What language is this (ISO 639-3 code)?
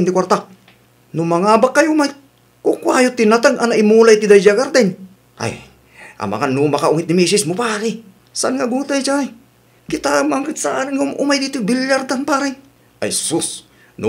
ilo